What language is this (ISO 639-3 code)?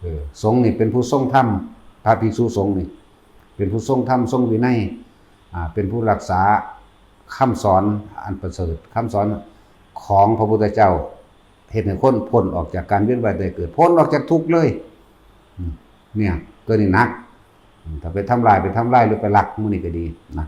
tts